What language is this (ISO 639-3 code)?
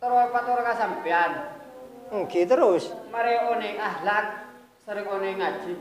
mad